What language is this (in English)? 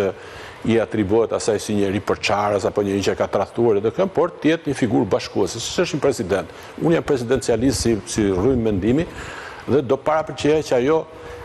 Albanian